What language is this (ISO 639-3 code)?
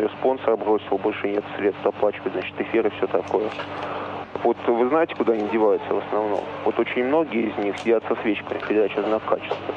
rus